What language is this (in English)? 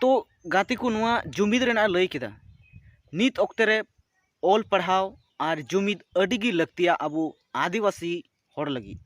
Santali